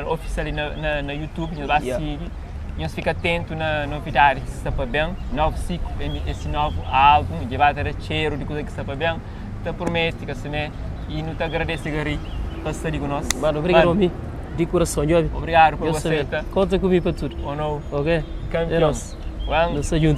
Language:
Kabuverdianu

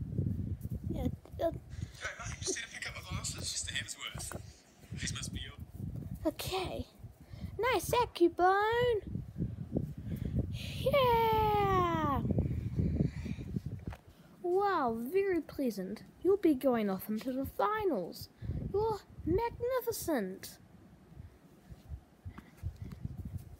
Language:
English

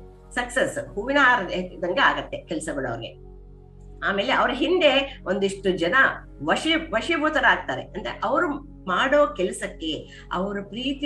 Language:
Kannada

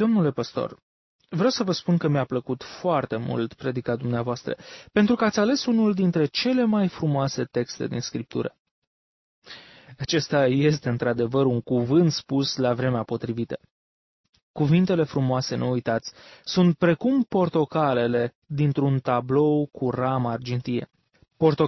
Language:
Romanian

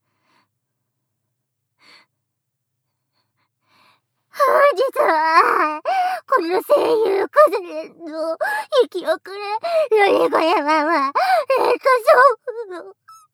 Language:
Japanese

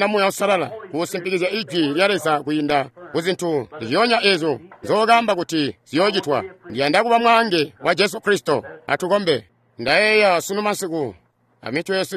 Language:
Tonga (Zambia)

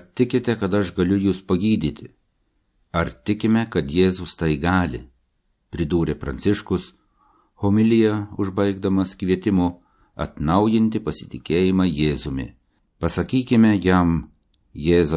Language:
Lithuanian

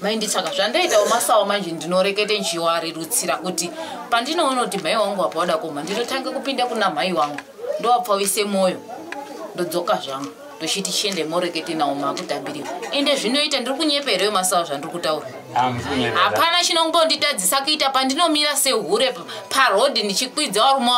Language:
Shona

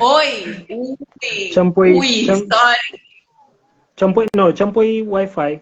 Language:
Kabuverdianu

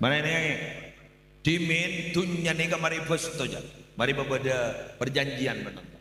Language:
Madurese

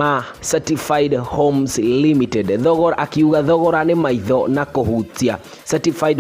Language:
Kikuyu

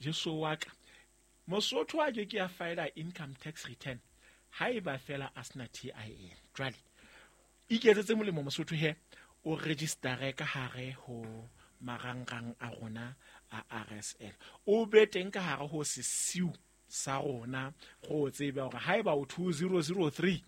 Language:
Southern Sotho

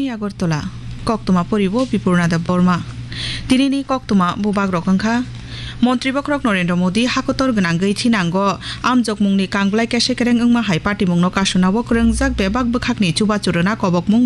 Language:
Kok Borok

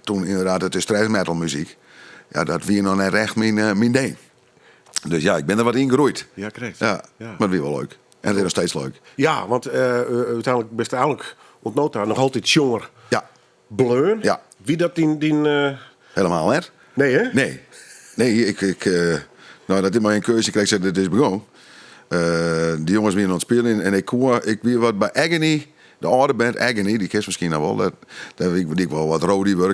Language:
Western Frisian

